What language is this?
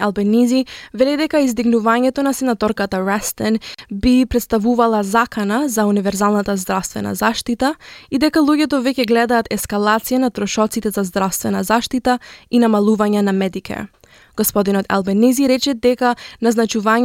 Macedonian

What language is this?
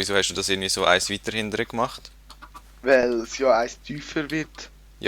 Swiss German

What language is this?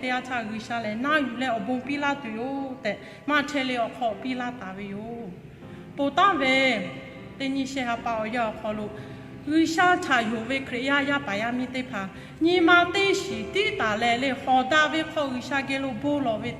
Lahu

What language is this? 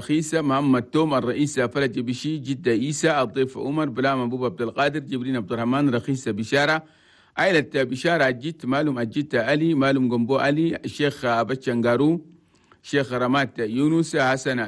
Chadian Arabic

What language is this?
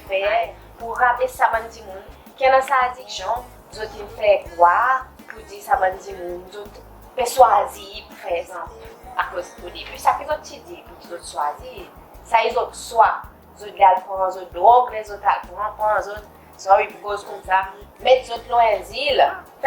Seselwa Creole French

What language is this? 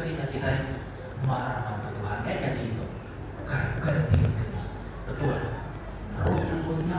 Iban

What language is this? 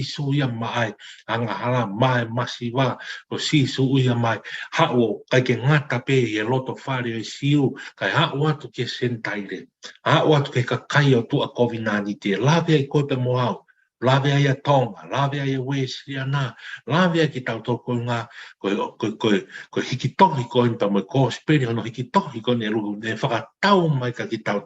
Tongan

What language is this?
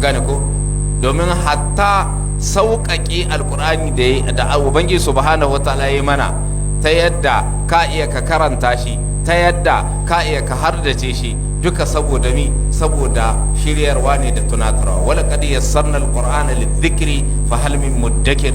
Hausa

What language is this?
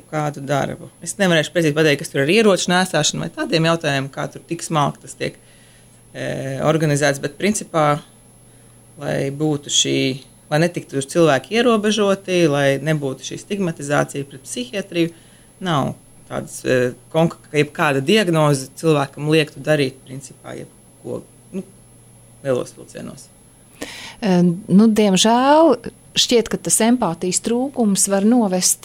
Latvian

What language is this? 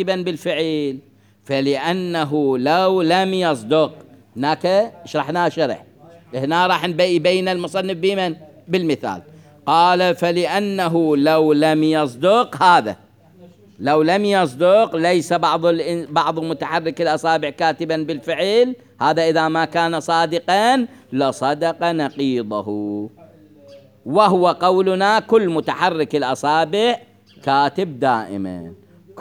Mesopotamian Arabic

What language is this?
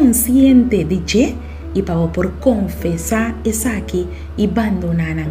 Papiamento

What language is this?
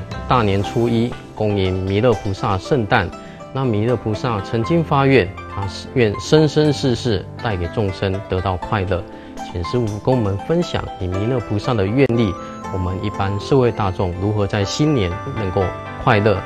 Chinese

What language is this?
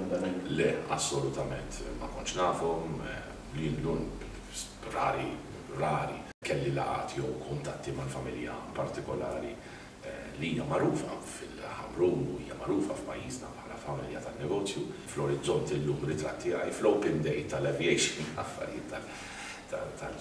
Maltese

